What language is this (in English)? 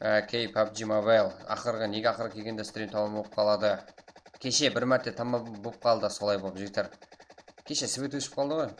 Kara-Kalpak